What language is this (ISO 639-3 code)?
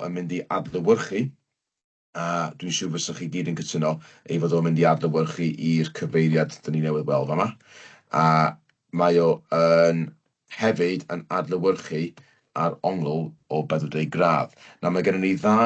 cym